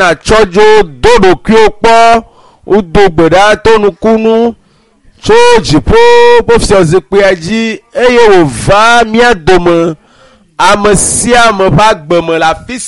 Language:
Ewe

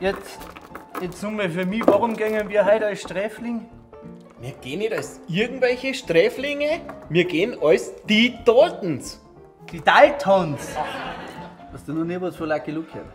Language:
Bavarian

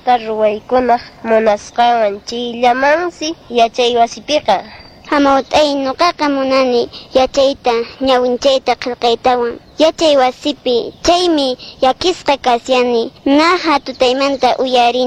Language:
Quechua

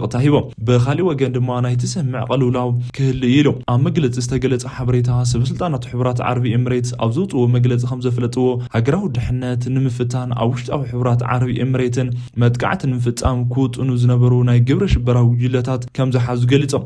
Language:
Tigrinya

